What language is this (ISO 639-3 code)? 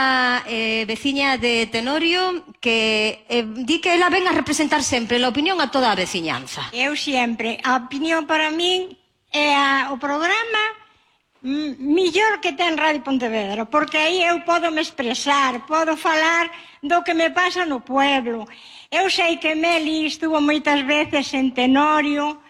glg